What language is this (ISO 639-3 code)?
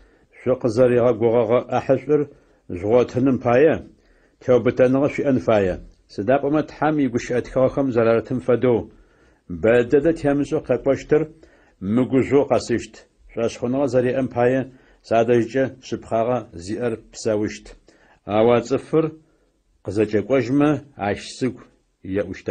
ady